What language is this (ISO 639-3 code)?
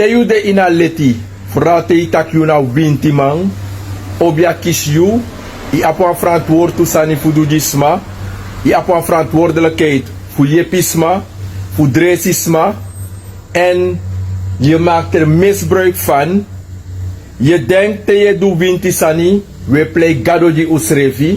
srn